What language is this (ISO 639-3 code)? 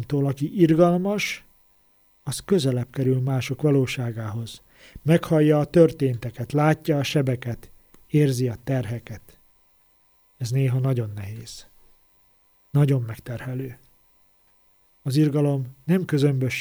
hun